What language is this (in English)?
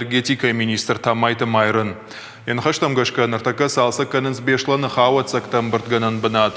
Ossetic